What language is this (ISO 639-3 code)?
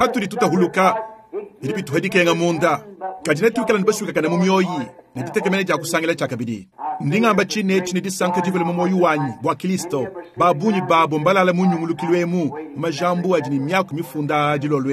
lua